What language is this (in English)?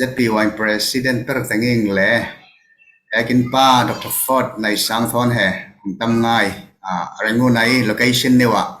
Falam Chin